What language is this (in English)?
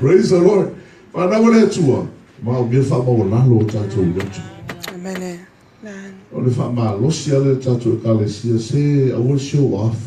Samoan